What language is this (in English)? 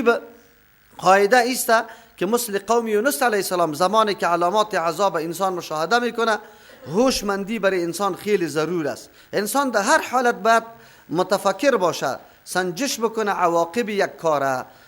Persian